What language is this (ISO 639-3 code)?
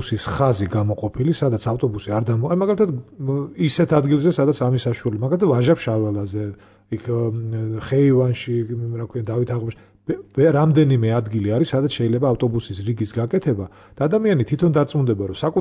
kat